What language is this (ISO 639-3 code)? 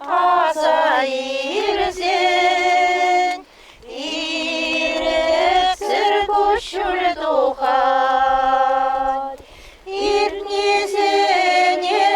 chv